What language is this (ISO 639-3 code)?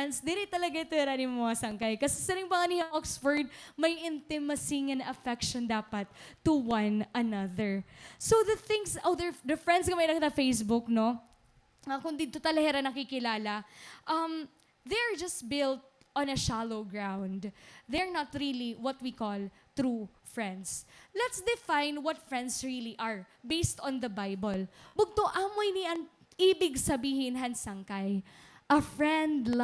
war